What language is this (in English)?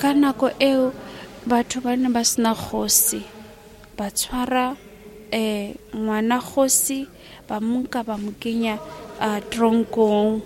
Tswana